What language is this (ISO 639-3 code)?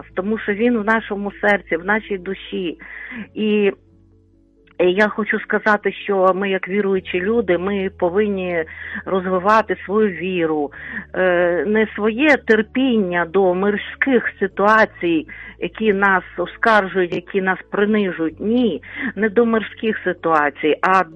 ukr